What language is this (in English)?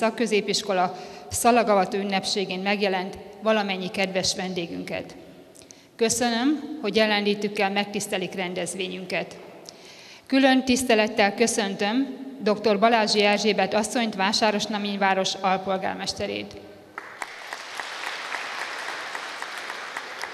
Hungarian